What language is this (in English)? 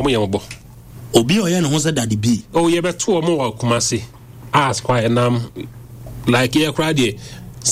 Akan